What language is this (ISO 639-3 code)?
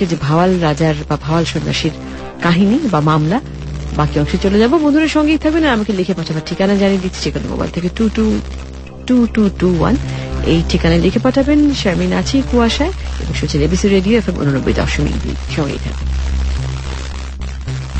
ben